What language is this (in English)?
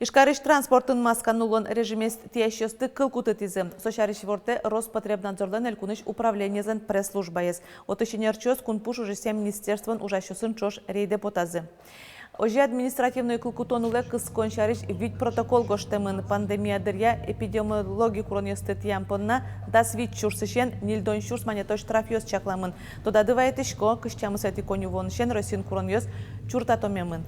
Udmurt